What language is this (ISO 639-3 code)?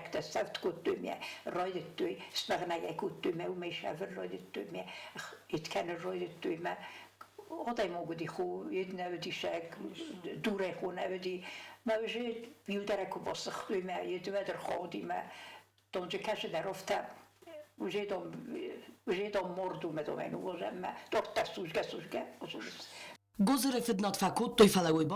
oss